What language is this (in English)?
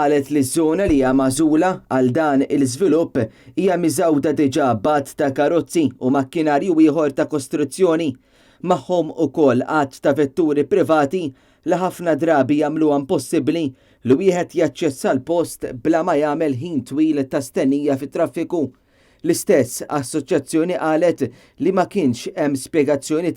Maltese